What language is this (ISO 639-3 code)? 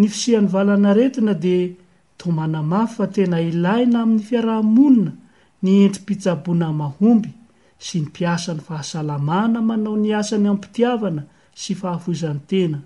mlg